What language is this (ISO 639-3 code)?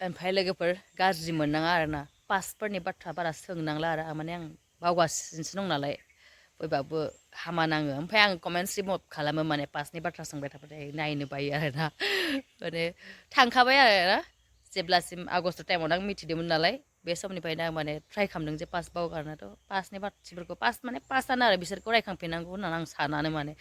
brx